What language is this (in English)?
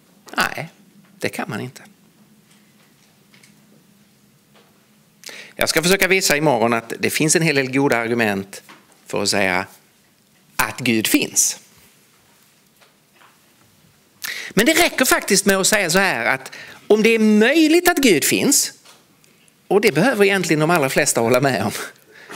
Swedish